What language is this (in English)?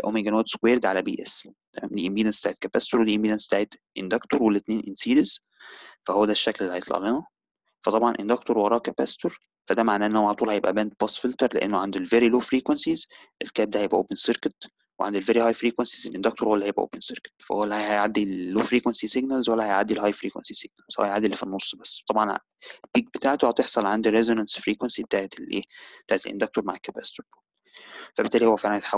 Egyptian Arabic